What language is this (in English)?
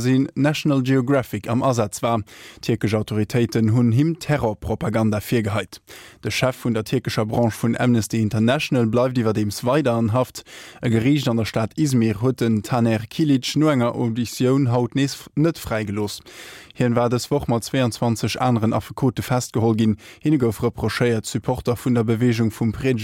Luxembourgish